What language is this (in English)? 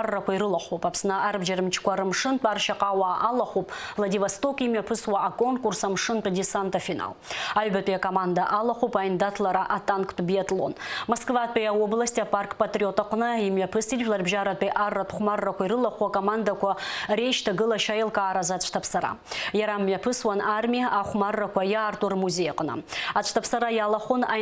Abkhazian